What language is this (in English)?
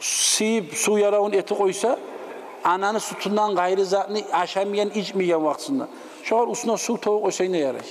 Kumyk